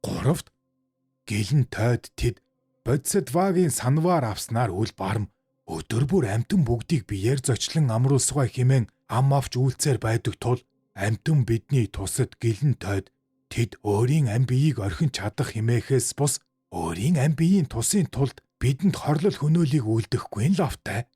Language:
Mongolian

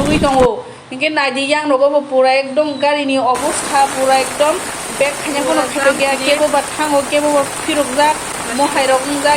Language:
Kok Borok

